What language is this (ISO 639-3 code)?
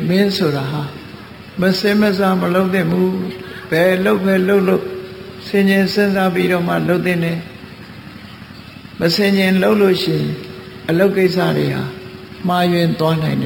mya